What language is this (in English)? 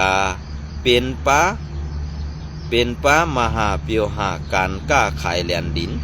Shan